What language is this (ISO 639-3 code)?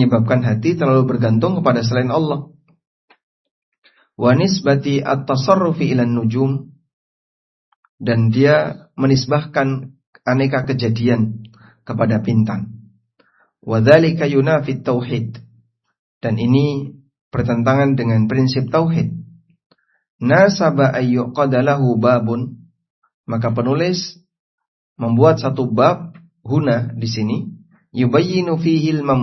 ind